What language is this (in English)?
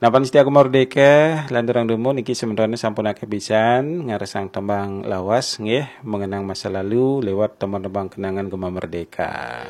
Balinese